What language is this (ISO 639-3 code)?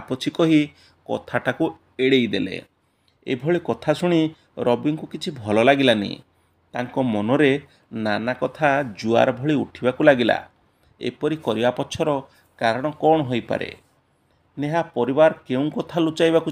ori